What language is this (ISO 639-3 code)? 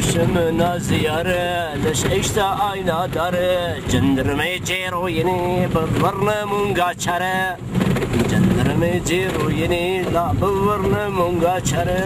zza